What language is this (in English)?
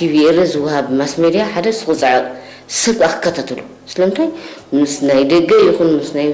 Tigrinya